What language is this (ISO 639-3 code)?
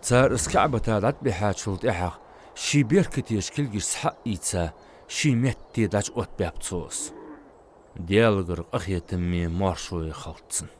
inh